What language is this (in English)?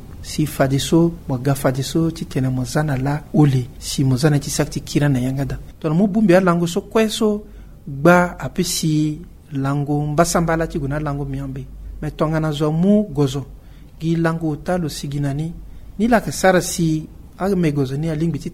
Sango